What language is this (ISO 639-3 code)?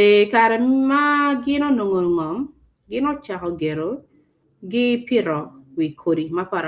ach